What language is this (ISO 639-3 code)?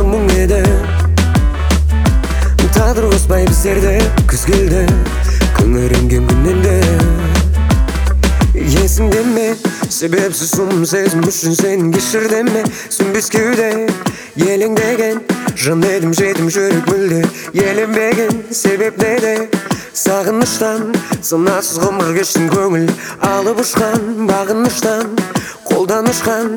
kaz